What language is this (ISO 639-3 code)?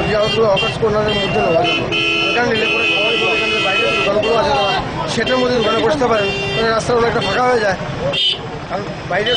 ben